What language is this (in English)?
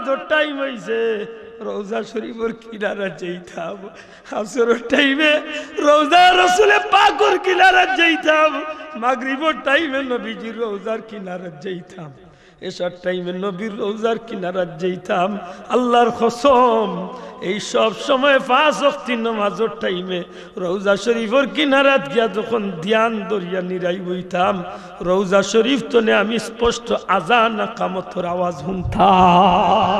Sylheti